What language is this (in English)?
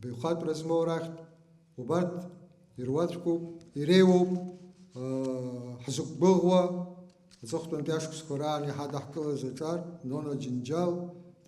Abkhazian